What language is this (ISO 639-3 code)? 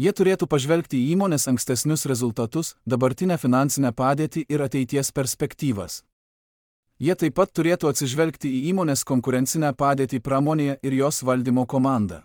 lit